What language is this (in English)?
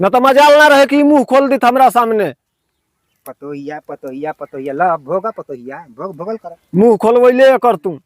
Bhojpuri